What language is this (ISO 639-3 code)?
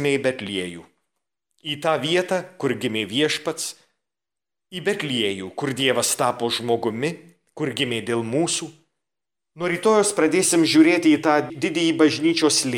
lit